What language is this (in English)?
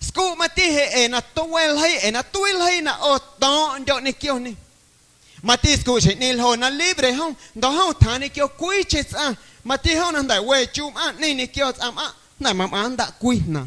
Guerrero Amuzgo